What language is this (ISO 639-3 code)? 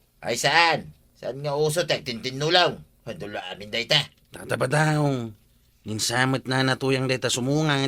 ilo